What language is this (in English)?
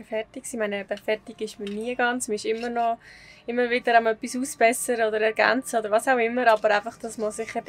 Swiss German